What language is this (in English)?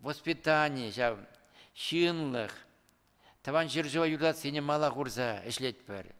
Chuvash